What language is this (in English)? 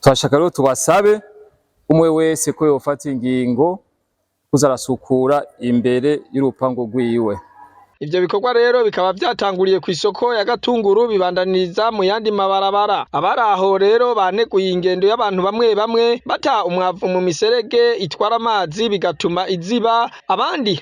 Rundi